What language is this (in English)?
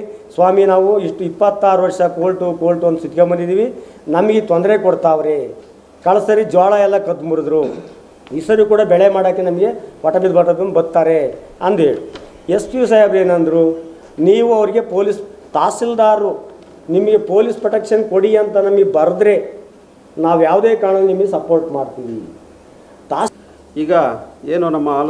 Kannada